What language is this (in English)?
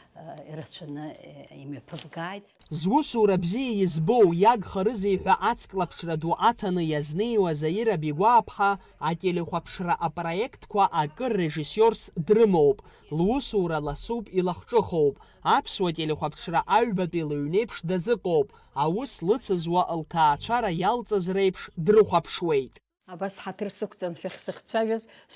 Abkhazian